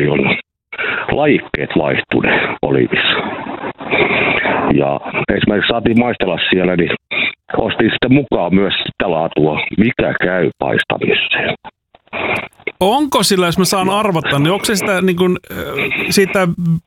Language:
Finnish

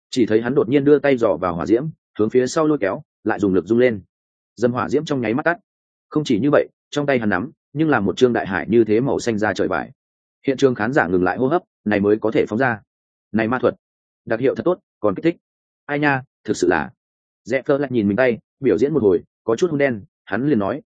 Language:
Vietnamese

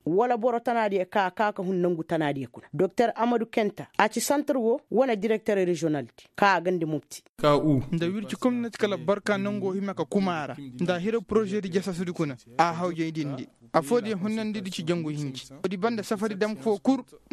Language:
Koyraboro Senni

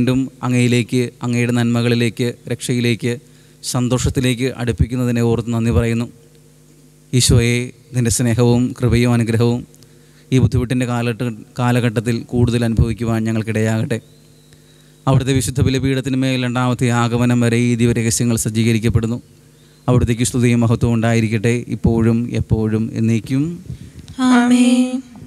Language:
Malayalam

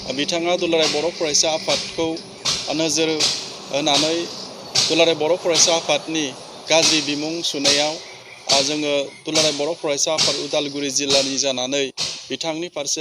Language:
Bodo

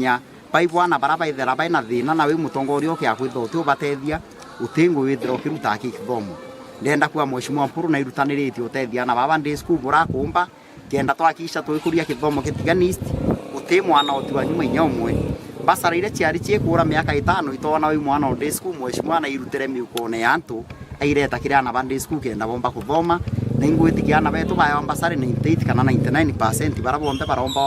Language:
Meru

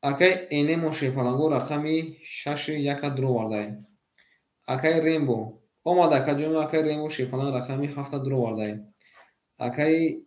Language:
Tajik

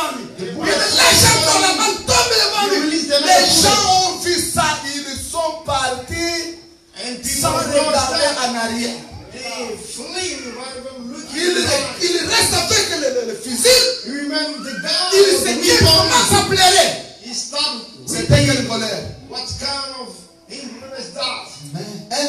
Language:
French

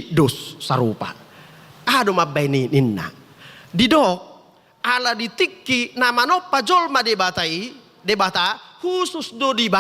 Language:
Batak Toba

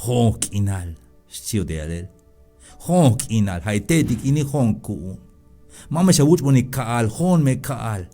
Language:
Tzeltal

